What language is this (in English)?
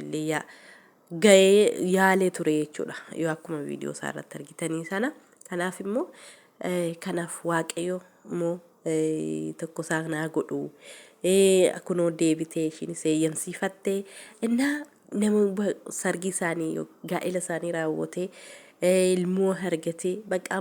Oromo